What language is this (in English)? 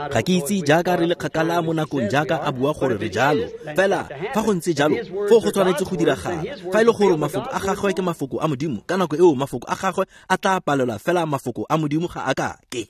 Tswana